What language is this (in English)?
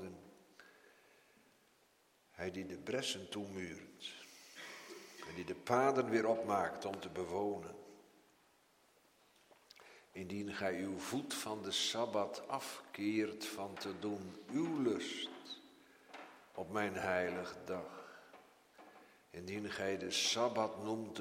Dutch